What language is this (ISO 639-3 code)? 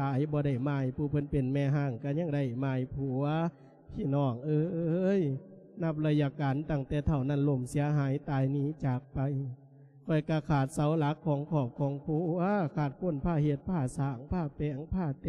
lao